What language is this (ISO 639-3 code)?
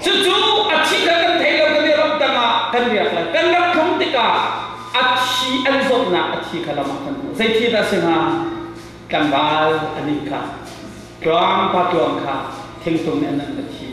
cnh